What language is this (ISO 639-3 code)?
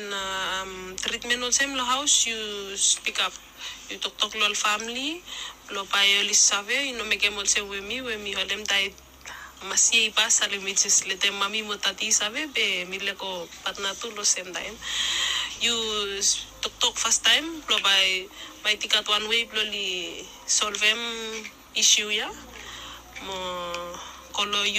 bis